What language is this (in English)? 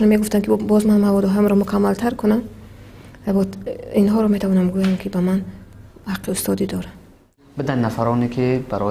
Tajik